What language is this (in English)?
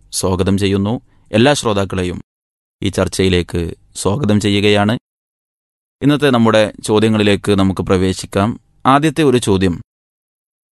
Malayalam